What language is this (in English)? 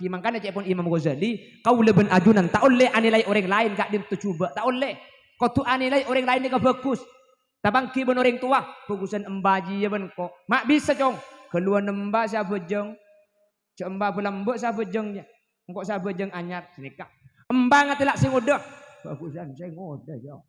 Madurese